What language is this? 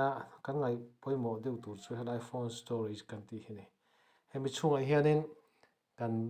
Mizo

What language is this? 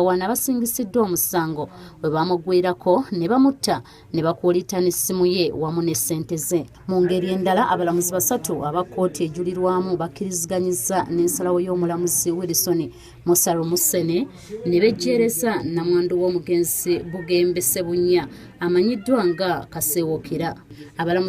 Ganda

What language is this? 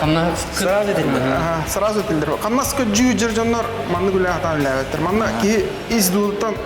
Yakut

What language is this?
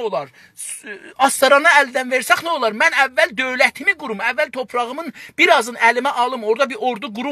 South Azerbaijani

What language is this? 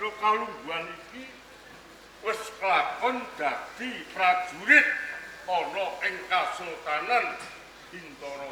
Javanese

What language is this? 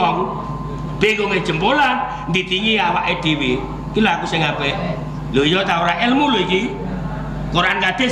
Javanese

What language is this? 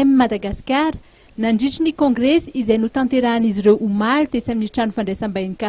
Malagasy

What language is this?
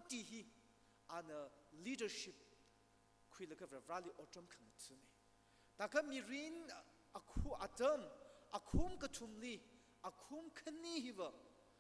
Tangkhul Naga (India)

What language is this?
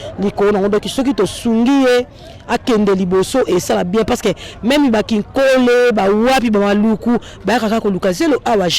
Lingala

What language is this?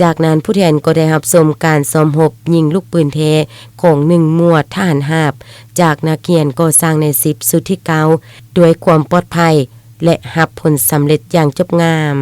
Lao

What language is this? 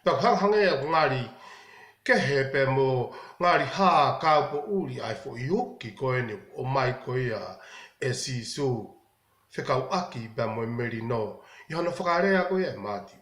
Tongan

